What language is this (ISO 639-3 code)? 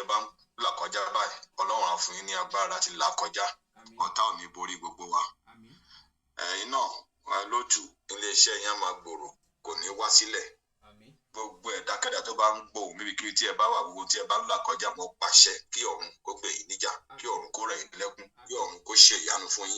yor